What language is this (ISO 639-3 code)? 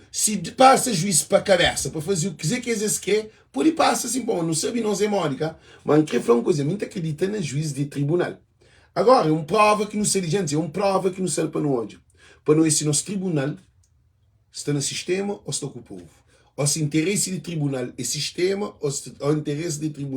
kea